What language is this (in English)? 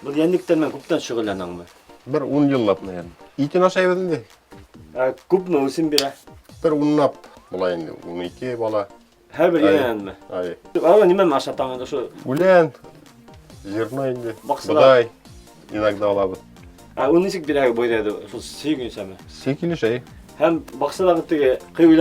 Bashkir